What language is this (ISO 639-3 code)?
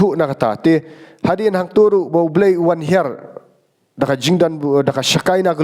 kha